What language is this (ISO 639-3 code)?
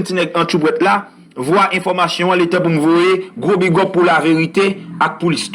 hat